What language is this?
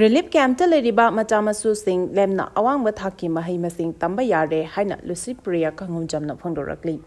Manipuri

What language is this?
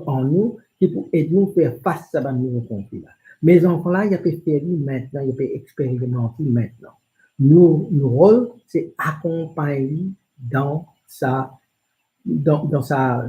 Morisyen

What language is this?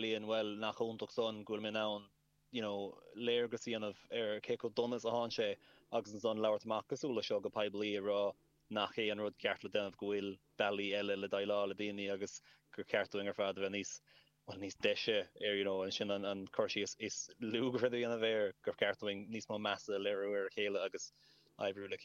Irish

